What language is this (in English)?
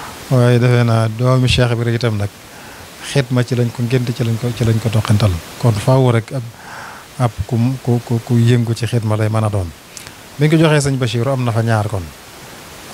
Wolof